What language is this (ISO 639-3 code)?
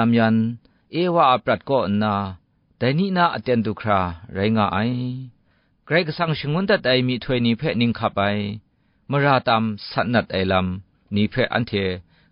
kac